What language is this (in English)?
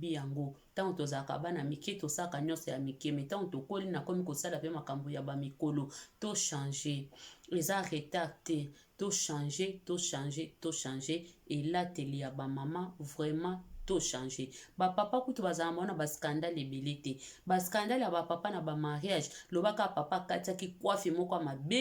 Lingala